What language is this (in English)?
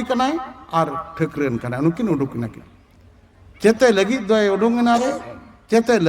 Santali